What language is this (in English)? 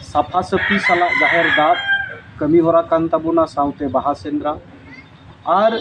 Santali